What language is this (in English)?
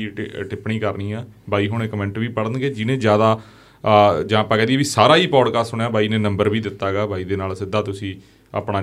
Punjabi